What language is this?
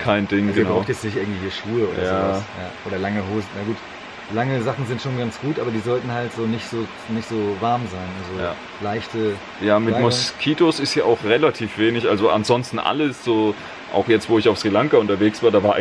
German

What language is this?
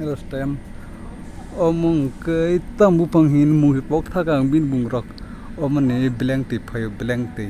Kok Borok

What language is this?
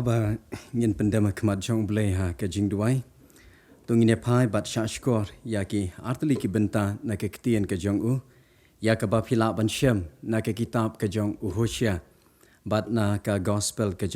Khasi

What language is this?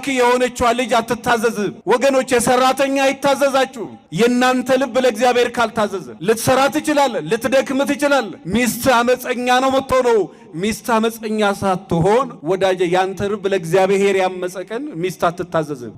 Amharic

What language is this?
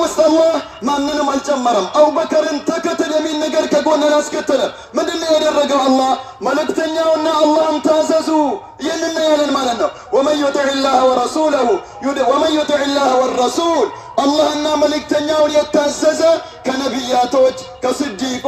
Amharic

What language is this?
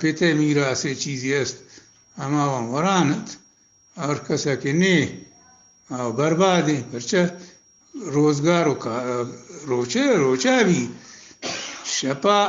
Eastern Balochi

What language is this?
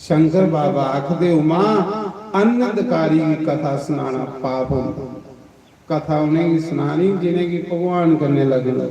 Dogri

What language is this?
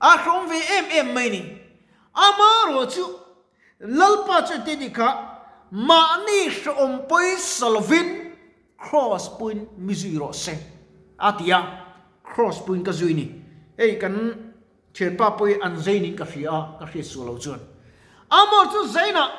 Mizo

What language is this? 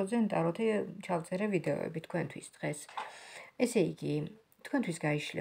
Georgian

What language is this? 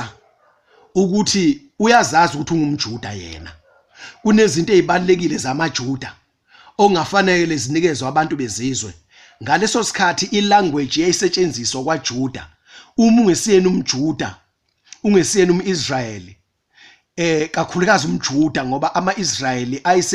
Zulu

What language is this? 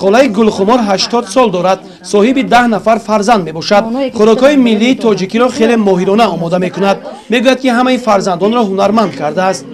Tajik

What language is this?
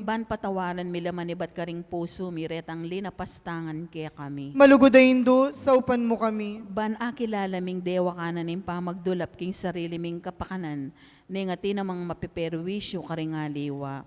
Pampanga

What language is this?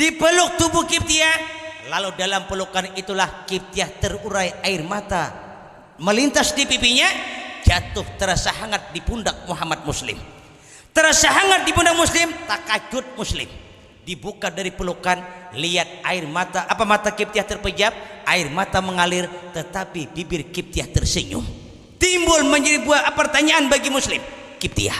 Banjar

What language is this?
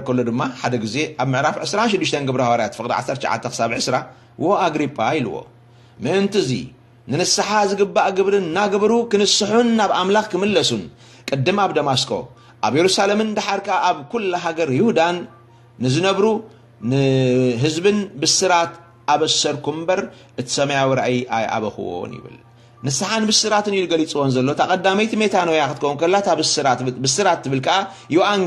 Tigrinya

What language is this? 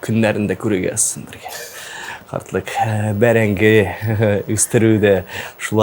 Tatar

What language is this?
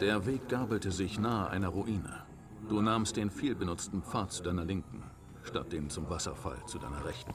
Bavarian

